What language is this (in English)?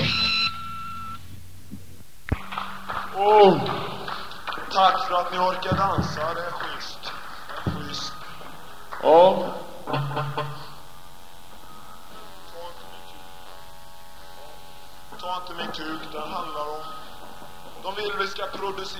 Swedish